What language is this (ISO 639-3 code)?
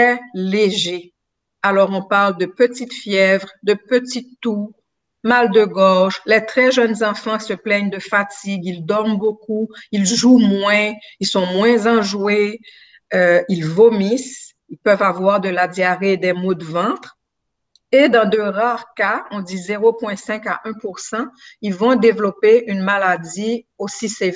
fra